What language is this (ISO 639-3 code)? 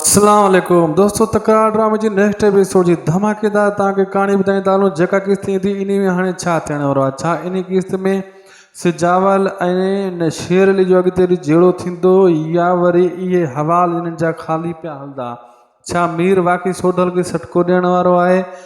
snd